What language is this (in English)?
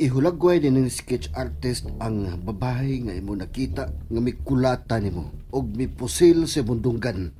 Cebuano